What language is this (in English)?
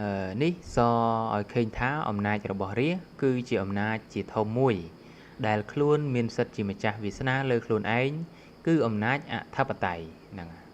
Khmer